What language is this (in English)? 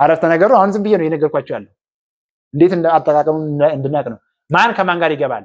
Amharic